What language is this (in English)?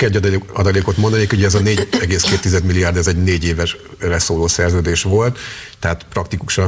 Hungarian